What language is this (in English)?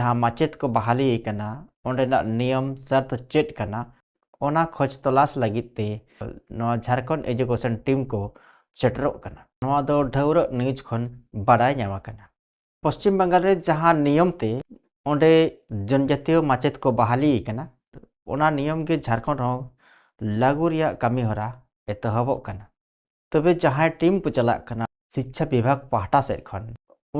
Santali